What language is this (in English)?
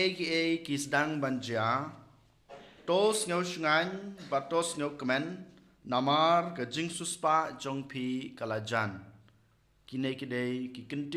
Khasi